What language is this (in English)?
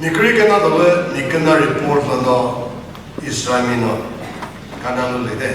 Chokri Naga